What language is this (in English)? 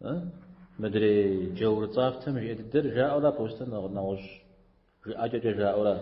Kabardian